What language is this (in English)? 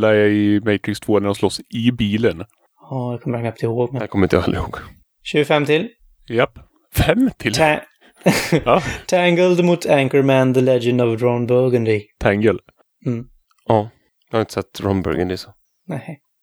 Swedish